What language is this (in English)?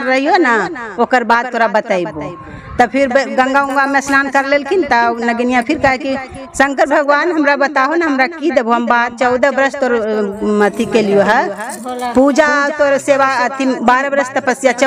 Magahi